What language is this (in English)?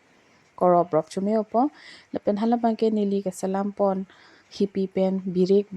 Karbi